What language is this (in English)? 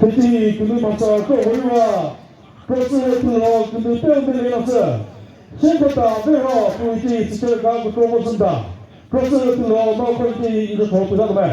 Chokri Naga